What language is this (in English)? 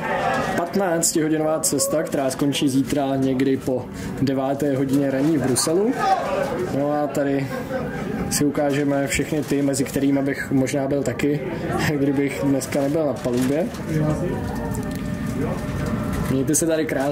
Czech